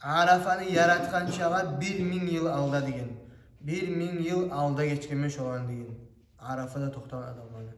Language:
Kumyk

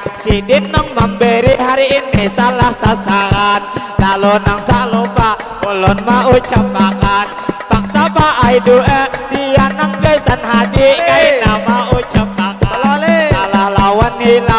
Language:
Banjar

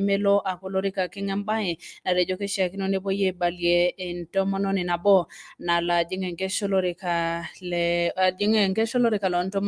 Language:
Masai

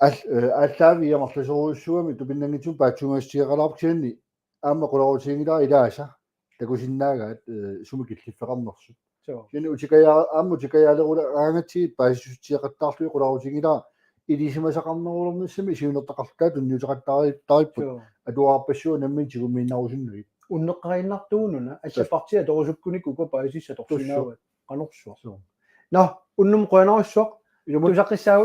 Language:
Kalaallisut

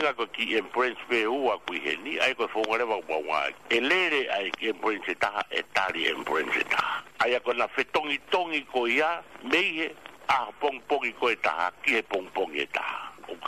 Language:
Tongan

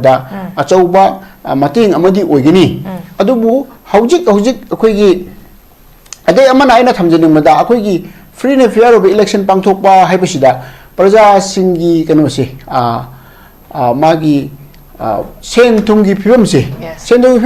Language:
Manipuri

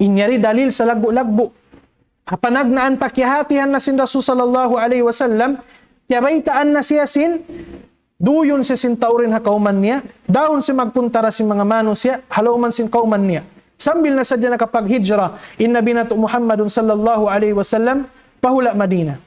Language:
Tausug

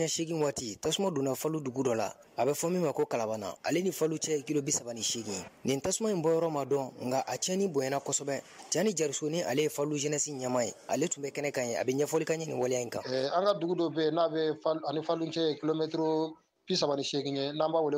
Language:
Bambara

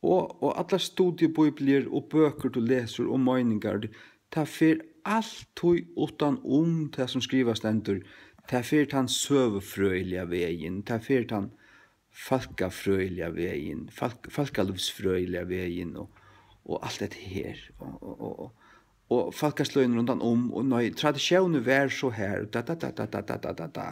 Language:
Faroese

